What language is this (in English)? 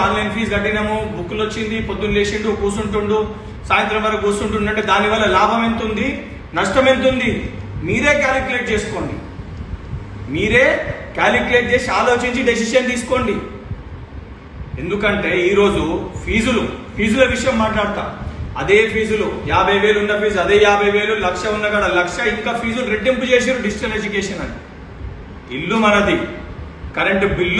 Telugu